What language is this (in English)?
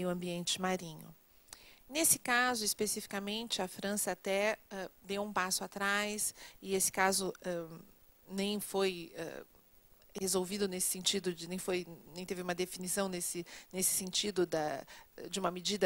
Portuguese